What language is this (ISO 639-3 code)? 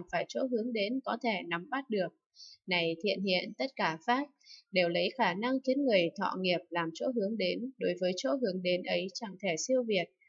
vie